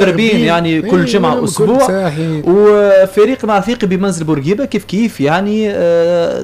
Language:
Tunisian Arabic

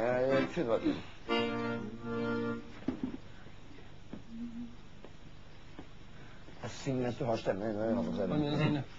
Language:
Norwegian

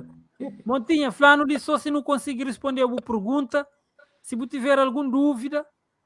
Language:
Kabuverdianu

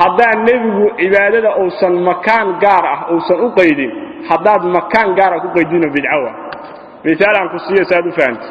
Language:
Somali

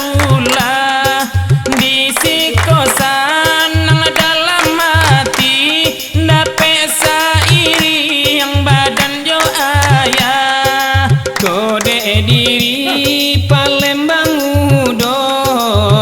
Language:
Minangkabau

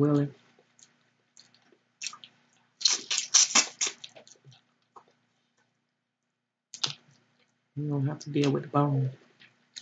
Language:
English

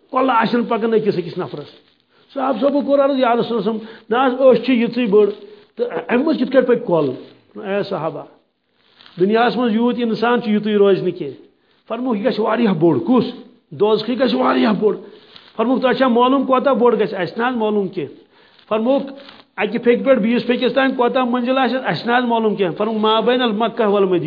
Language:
Kashmiri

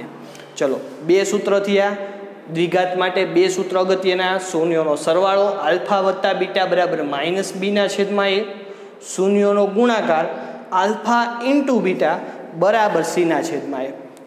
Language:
Gujarati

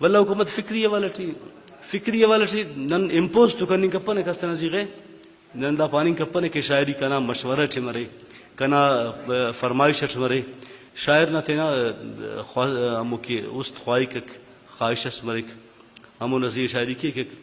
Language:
Brahui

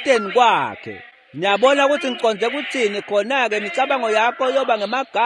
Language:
Swati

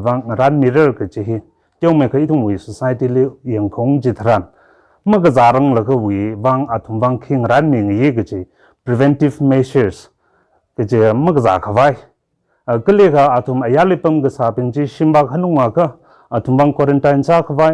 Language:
Tangkhul Naga (India)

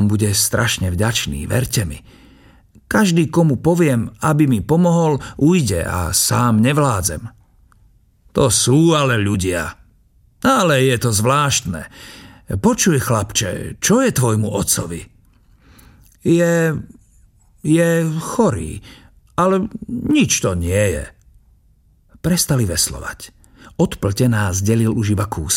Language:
Slovak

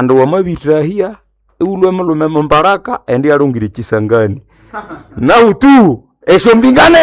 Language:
Nande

